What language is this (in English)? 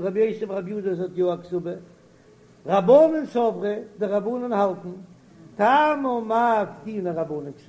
Yiddish